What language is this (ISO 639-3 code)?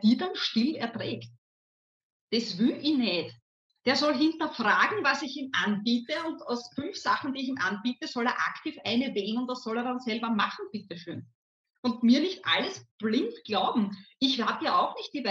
deu